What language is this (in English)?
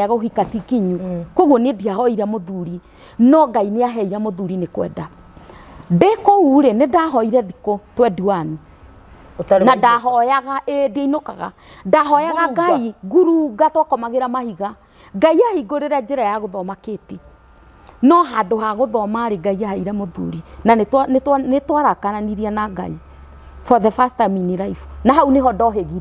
Kikuyu